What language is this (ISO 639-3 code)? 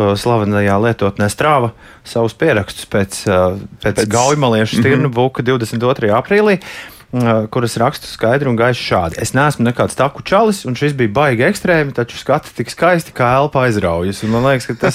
lav